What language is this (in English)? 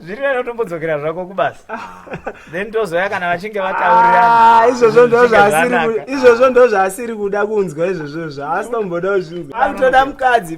Shona